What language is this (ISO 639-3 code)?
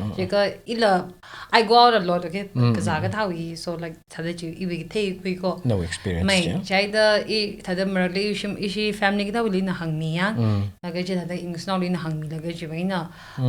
nmf